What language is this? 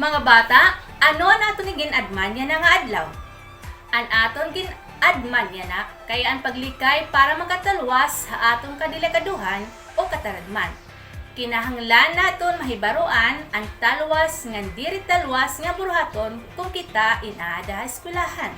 Waray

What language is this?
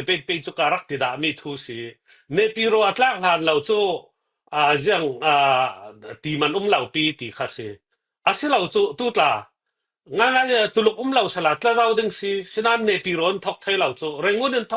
Falam Chin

